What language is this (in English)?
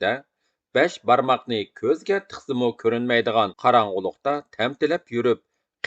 Uyghur